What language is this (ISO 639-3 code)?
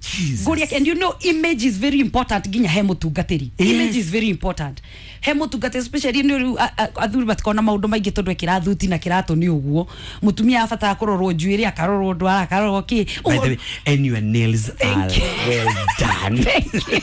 kik